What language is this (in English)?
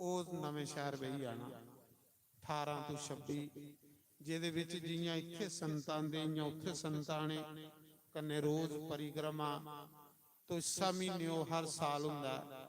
Dogri